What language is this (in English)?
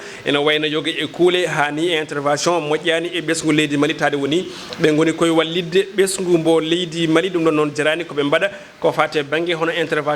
Fula